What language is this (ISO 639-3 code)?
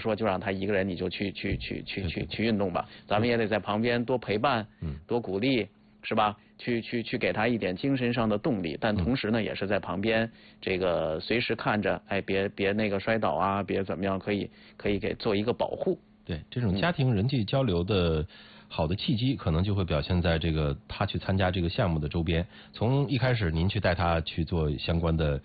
zho